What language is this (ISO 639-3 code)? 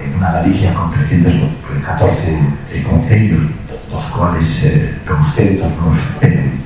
glg